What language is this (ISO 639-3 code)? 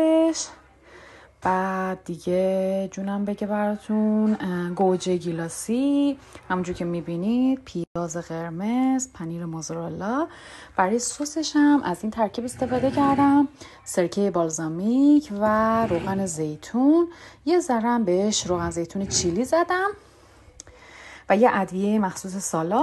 fas